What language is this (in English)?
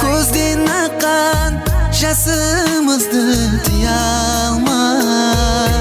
Kara-Kalpak